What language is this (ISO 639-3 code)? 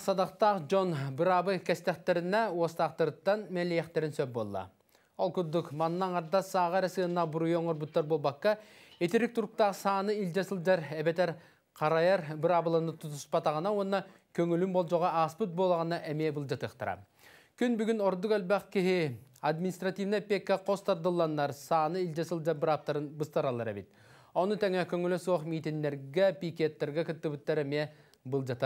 sah